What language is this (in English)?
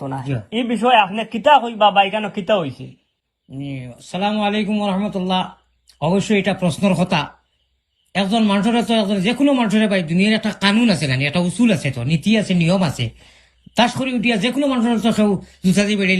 Sylheti